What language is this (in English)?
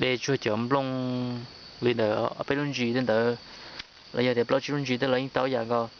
Hmong